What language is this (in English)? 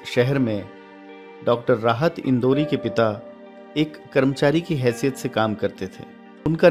Urdu